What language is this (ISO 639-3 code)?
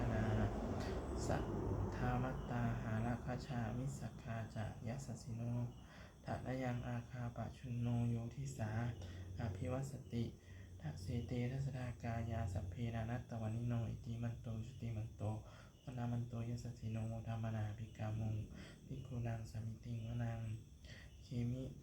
pli